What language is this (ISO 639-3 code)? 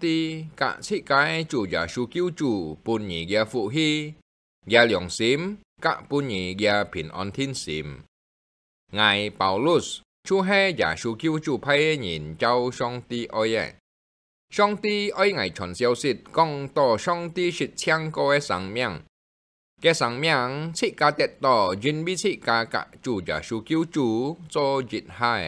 hak